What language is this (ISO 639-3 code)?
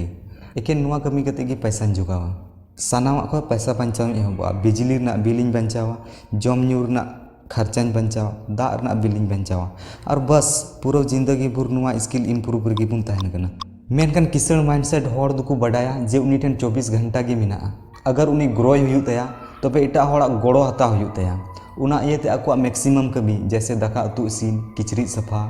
sat